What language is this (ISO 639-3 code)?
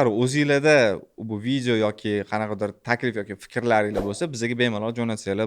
uzb